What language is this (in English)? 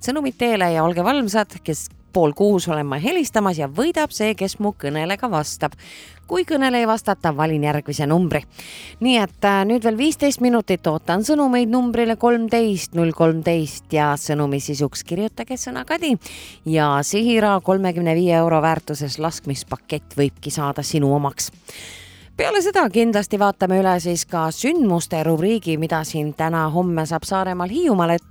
Estonian